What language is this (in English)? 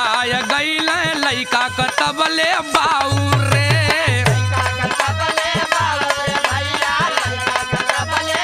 Bhojpuri